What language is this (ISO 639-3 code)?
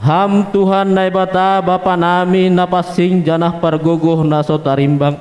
bts